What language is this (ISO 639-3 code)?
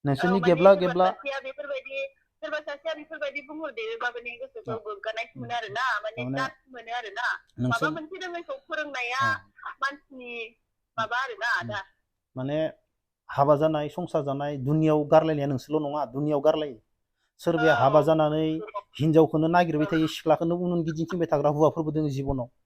brx